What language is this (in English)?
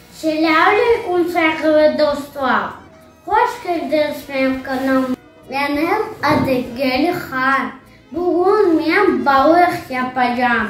Crimean Tatar